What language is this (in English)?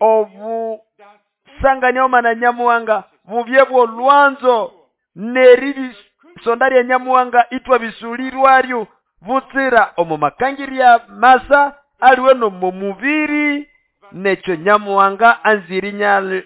Nande